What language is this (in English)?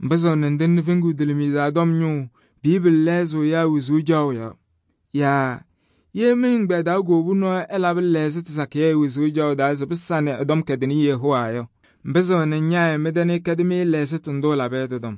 Kabiyè